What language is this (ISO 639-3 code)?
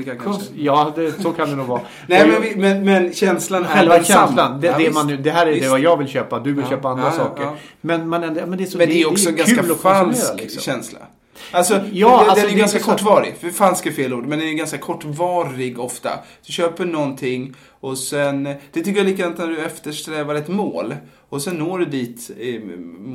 swe